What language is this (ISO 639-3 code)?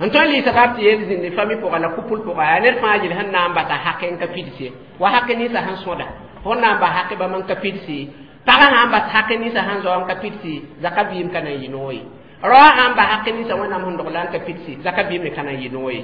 mos